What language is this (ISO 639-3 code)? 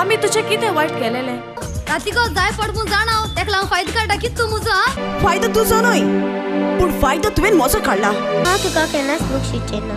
kok